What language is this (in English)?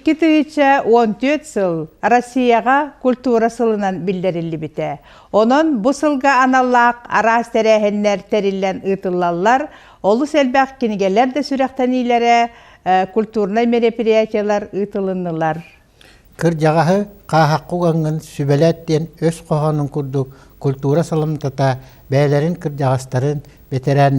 Yakut